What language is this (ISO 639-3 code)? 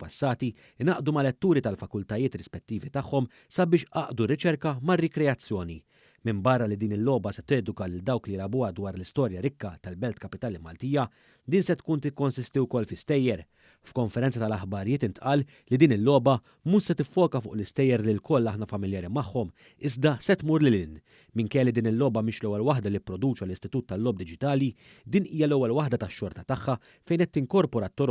mlt